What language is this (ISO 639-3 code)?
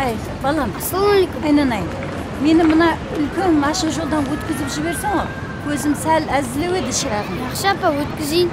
kaa